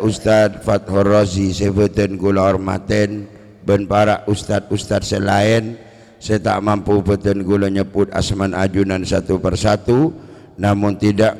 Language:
Madurese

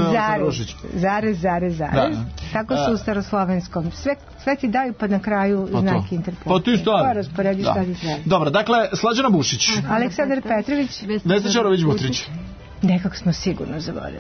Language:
Serbian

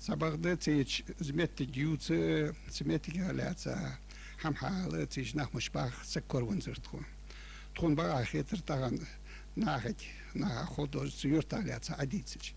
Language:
Ingush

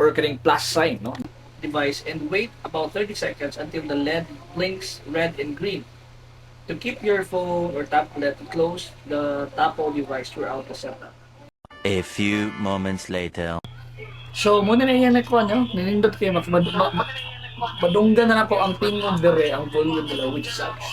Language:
Cebuano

